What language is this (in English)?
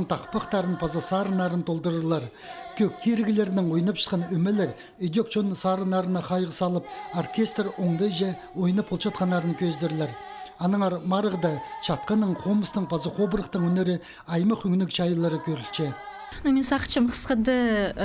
Khakas